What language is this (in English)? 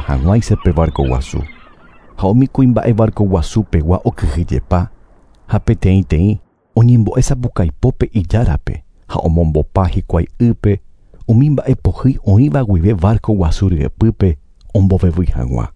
Guarani